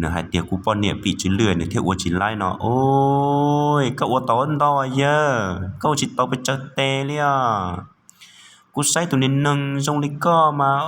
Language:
Hmong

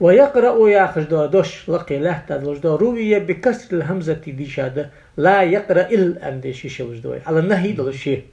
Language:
Ingush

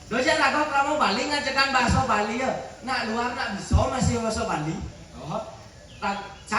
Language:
Balinese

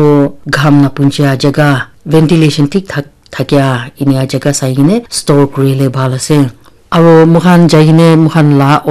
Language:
Naga Pidgin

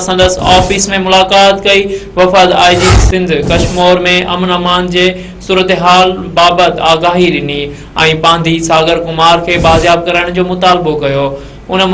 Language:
Sindhi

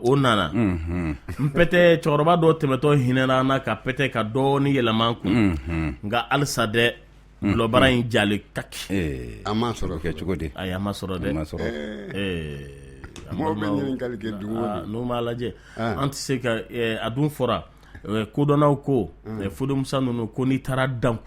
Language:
Bambara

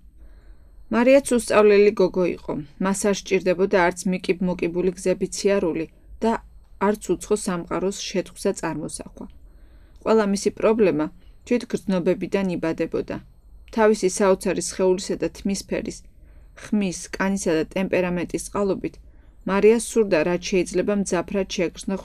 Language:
Georgian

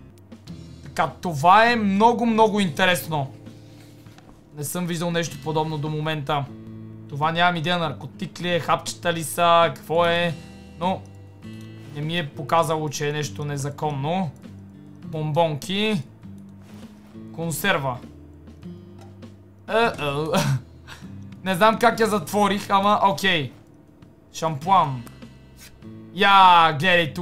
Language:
Bulgarian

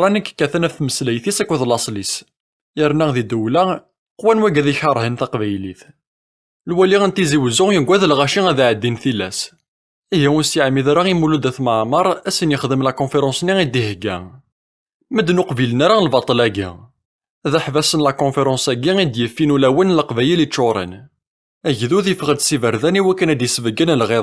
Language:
Kabyle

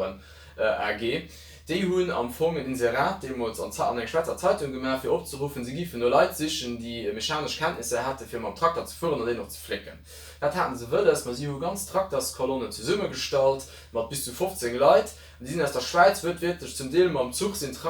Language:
Luxembourgish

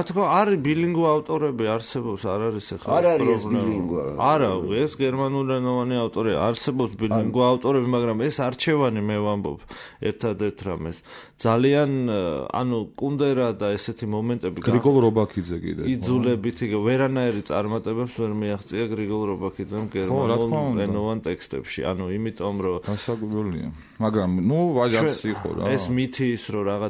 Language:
Georgian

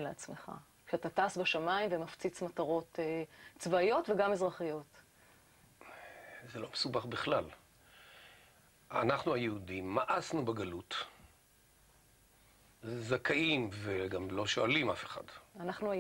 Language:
Hebrew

